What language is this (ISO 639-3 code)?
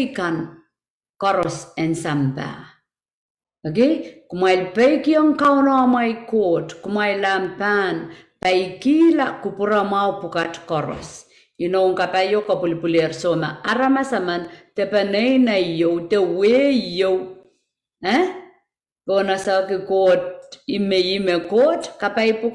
pon